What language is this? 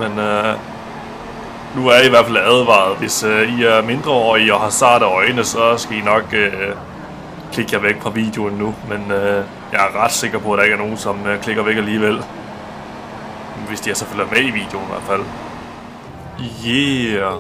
Danish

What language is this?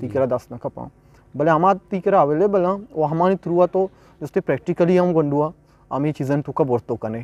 Eastern Balochi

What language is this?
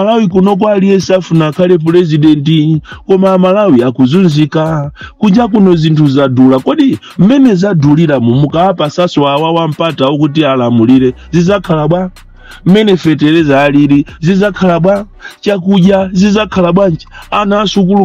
Nyanja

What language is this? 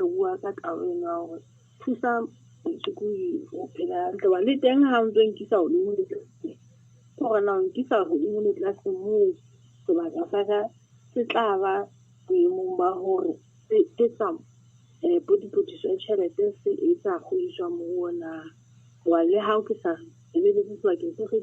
Southern Sotho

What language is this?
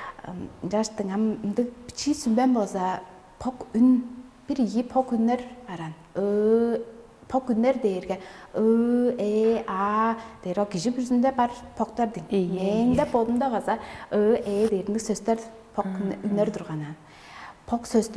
Tuvinian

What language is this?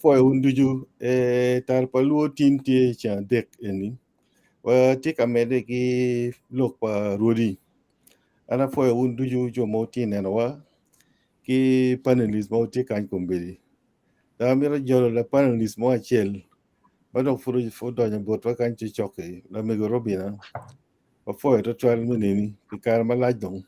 Acoli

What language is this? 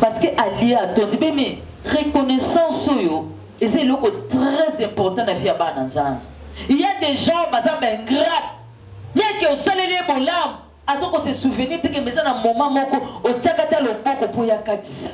Lingala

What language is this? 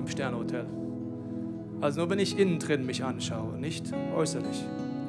German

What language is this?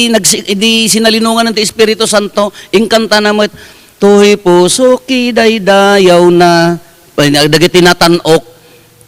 Iloko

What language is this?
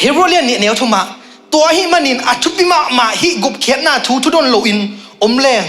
Tedim Chin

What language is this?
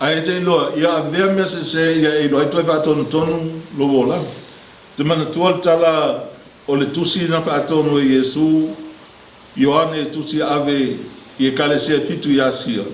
Samoan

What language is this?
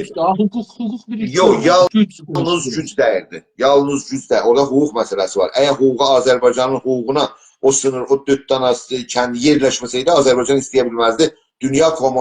South Azerbaijani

